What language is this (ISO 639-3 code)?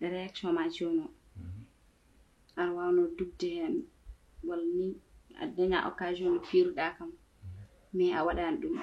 ful